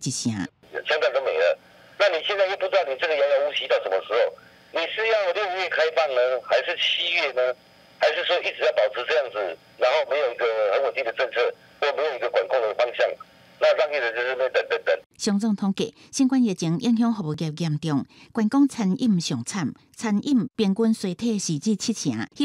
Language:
Min Nan Chinese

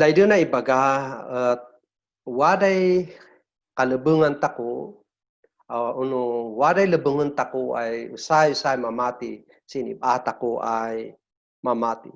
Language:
Kankanaey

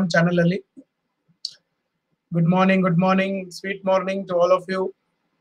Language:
Kannada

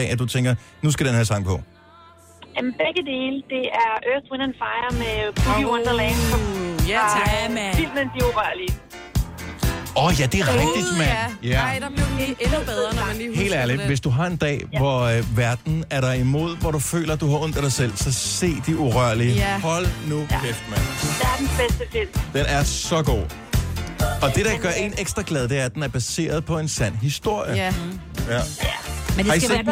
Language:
Danish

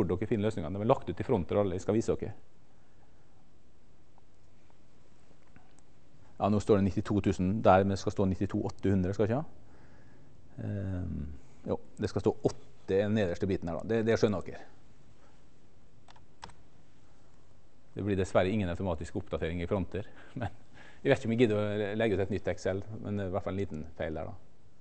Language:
Norwegian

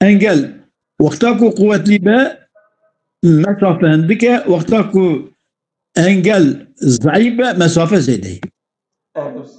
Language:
Kurdish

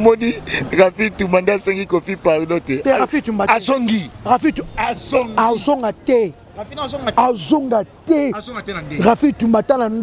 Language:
Lingala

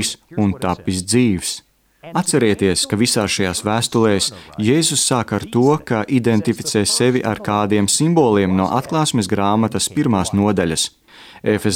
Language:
Latvian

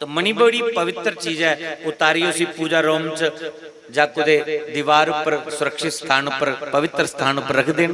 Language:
Dogri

